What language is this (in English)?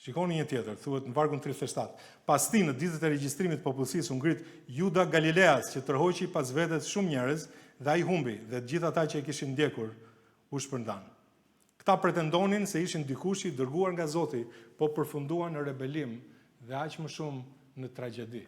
Albanian